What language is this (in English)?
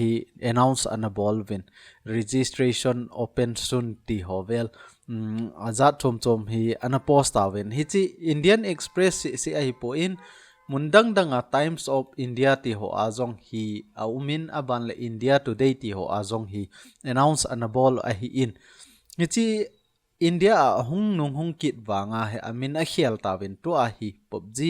Thado Chin